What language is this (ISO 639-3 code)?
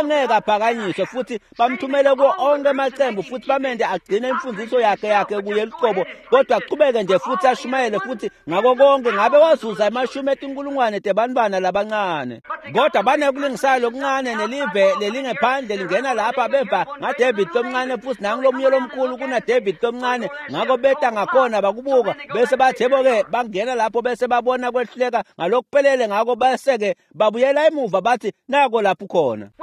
ssw